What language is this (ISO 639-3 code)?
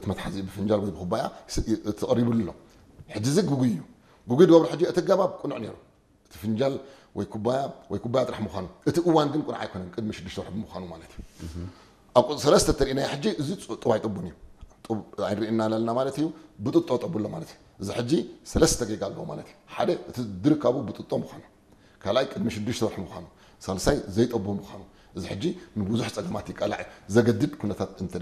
tir